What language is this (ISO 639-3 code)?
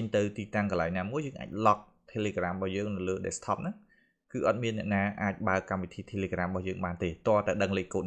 khm